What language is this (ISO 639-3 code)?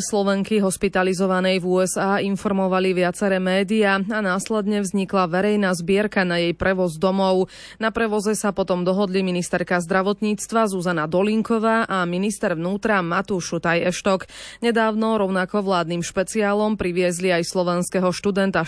slk